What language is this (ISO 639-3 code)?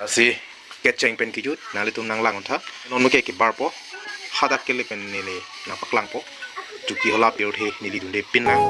mjw